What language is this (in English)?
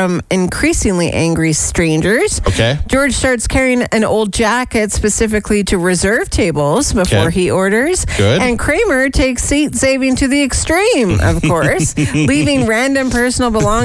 English